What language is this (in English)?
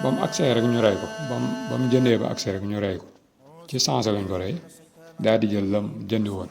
Wolof